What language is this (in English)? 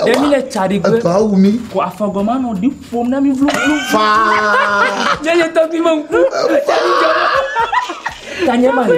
Ewe